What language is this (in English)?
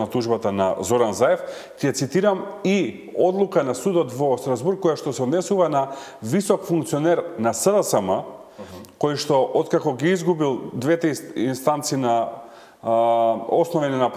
Macedonian